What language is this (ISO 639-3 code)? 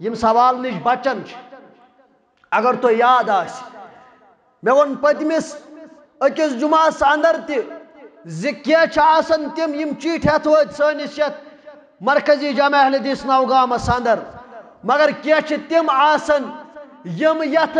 kas